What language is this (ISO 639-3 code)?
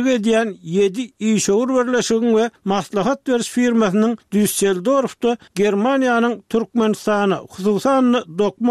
tuk